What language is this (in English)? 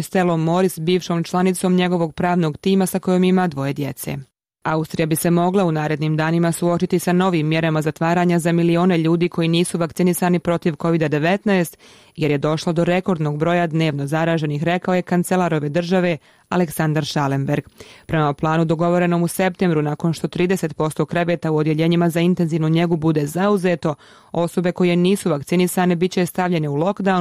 Bosnian